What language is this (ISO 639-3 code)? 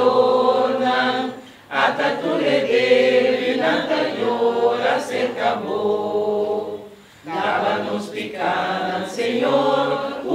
pap